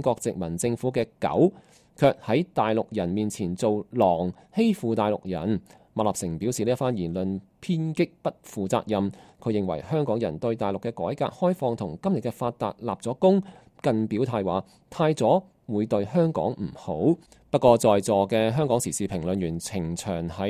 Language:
Cantonese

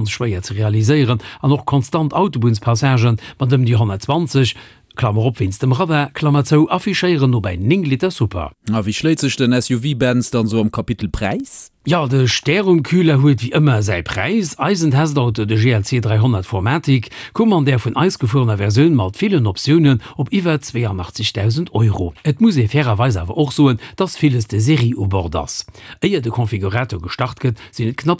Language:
Luxembourgish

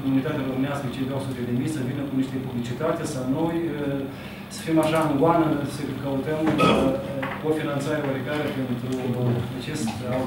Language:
Romanian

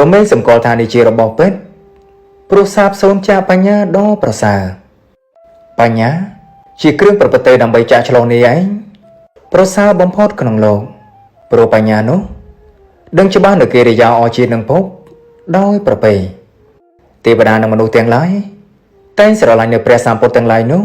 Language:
Khmer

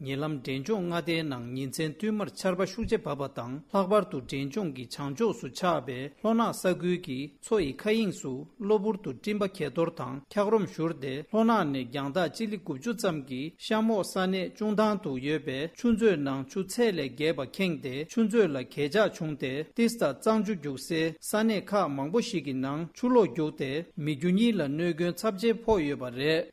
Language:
Tibetan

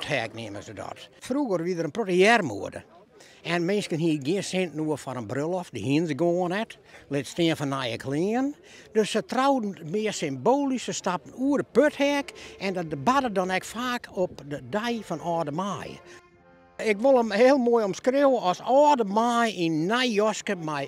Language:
Western Frisian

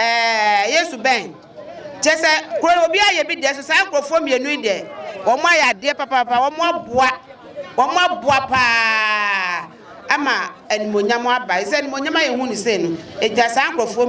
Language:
Akan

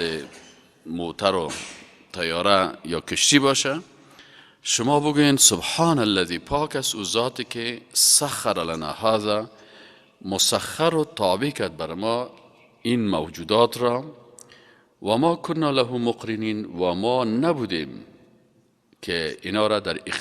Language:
Persian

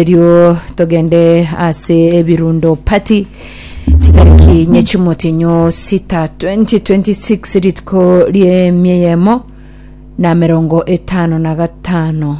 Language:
Gusii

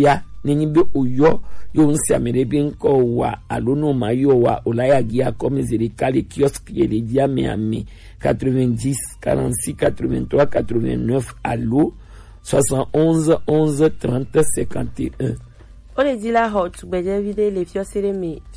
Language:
Gen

